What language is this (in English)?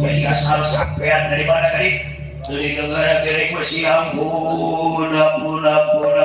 Betawi